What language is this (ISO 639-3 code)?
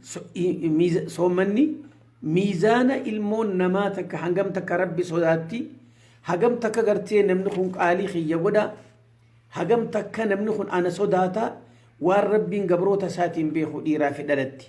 orm